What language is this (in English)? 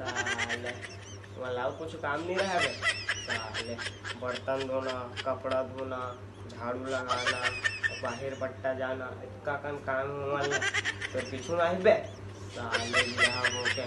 Chhattisgarhi